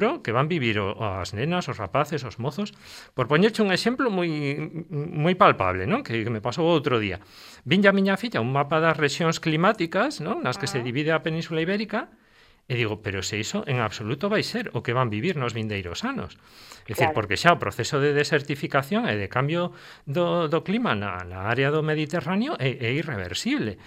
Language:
Galician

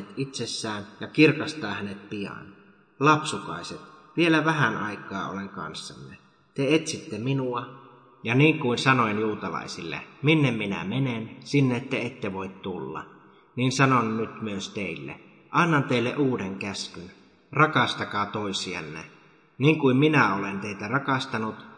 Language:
Finnish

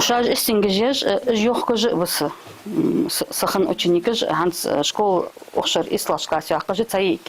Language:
Ingush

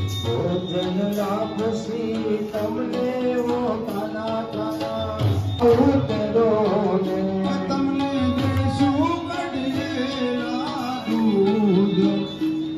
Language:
Gujarati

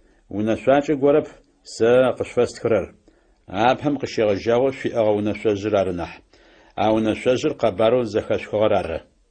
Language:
Adyghe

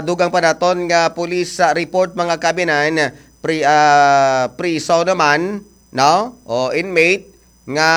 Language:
Hiligaynon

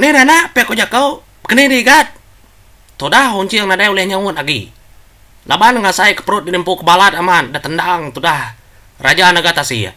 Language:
Iban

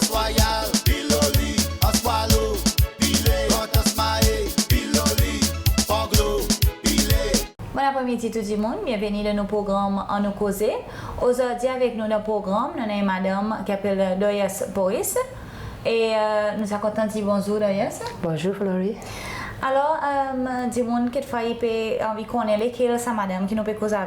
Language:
Seselwa Creole French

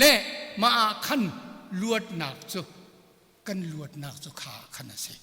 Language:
Hakha Chin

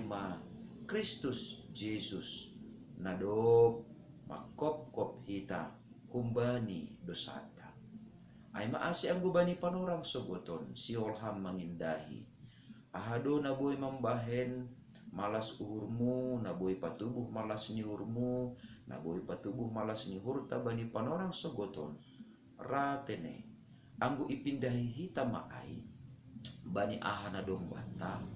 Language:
Batak Simalungun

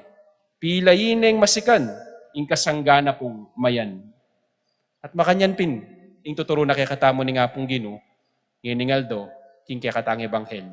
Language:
Pampanga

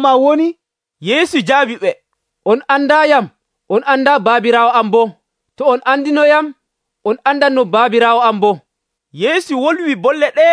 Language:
Nigerian Fulfulde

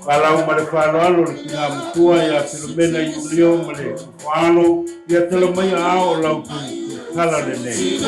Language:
Samoan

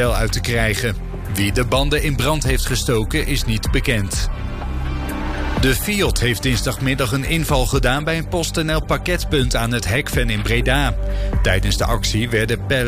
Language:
Dutch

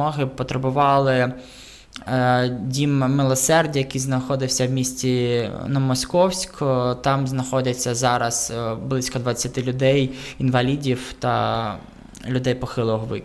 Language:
Ukrainian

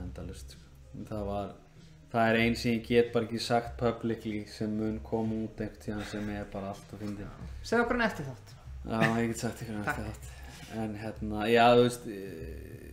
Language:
Icelandic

